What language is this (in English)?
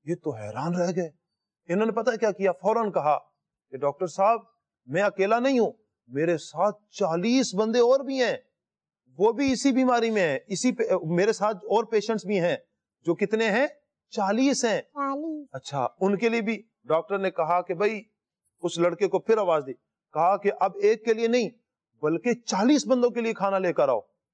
Urdu